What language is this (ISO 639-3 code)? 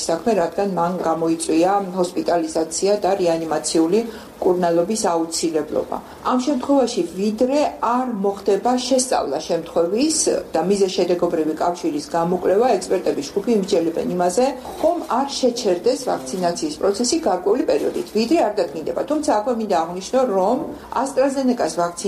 kat